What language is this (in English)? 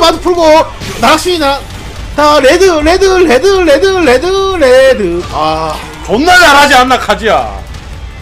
Korean